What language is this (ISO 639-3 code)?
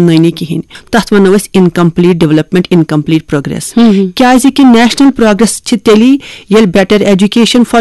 kas